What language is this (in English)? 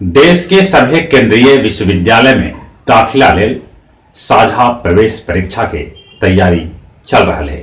Magahi